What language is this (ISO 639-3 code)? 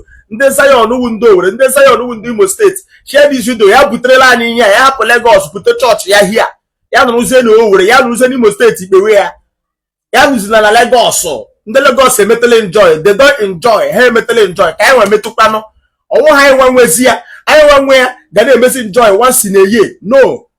ibo